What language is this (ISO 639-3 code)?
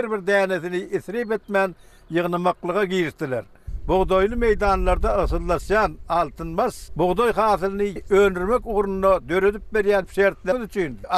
tuk